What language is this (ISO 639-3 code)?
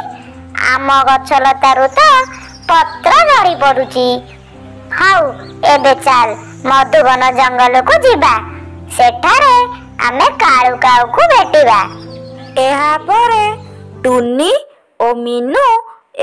ori